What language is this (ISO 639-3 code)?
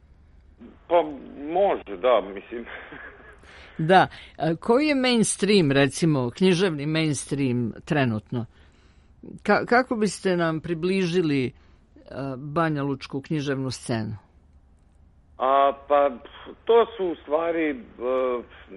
srp